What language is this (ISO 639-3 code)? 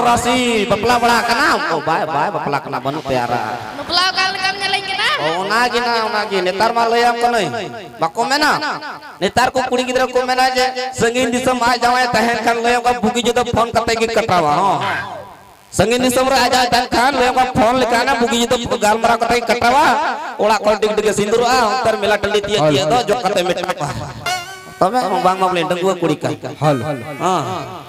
sat